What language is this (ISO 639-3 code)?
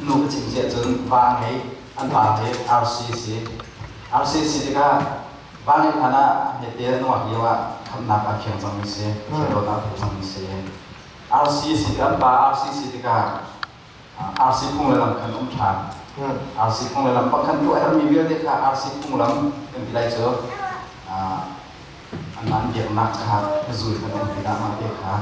cnh